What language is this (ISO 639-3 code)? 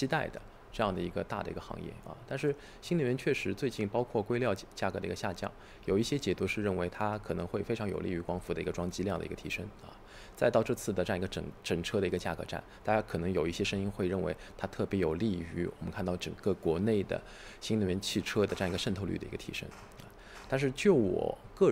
zho